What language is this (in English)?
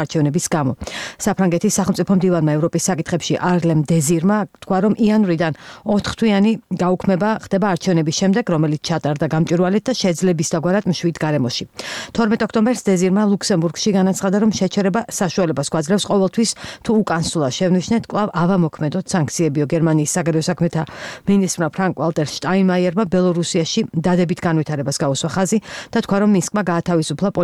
Georgian